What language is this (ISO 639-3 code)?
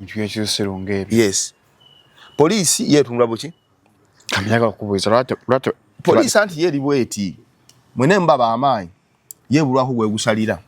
lug